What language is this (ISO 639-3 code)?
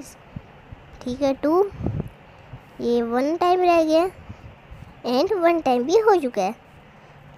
hin